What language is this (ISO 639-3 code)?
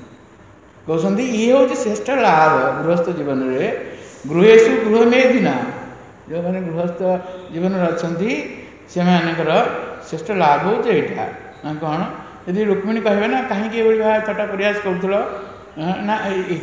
ori